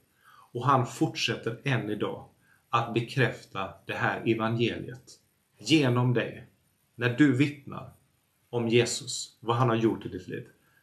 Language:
Swedish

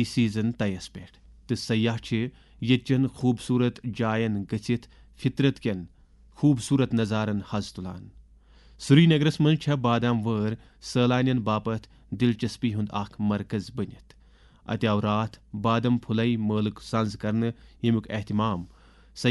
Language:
Kashmiri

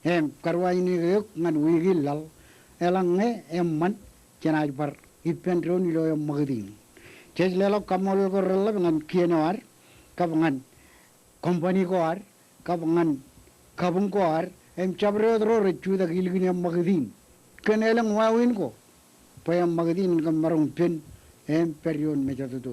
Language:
Marshallese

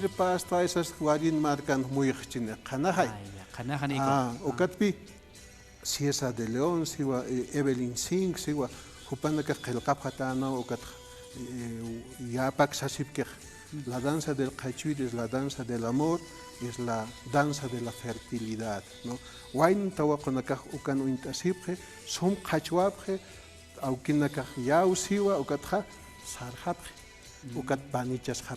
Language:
Aymara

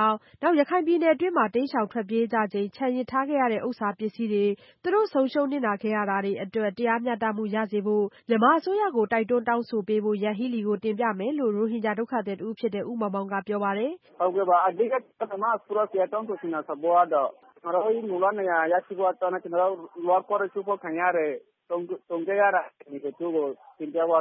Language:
Burmese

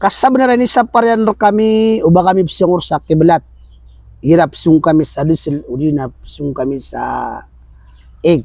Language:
Maranao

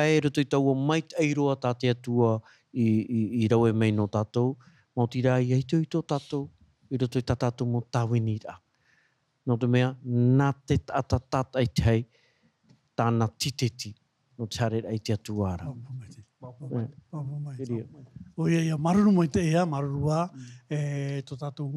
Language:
Tahitian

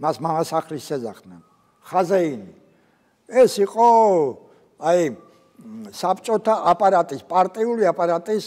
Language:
Georgian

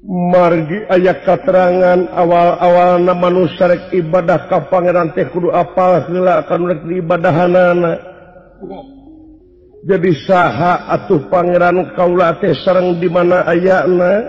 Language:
Sundanese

